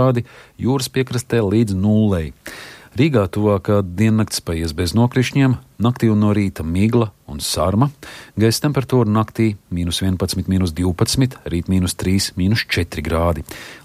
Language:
Latvian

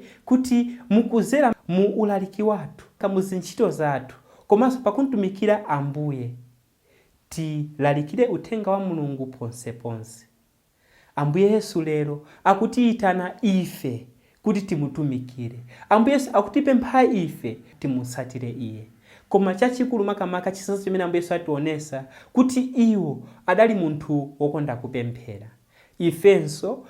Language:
Nyanja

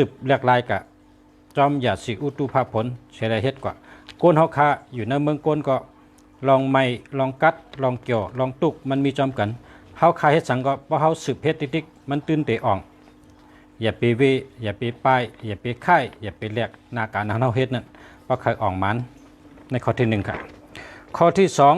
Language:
Shan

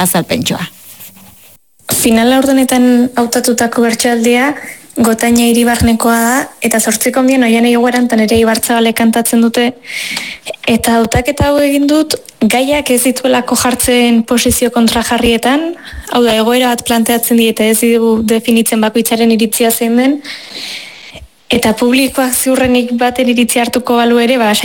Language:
Basque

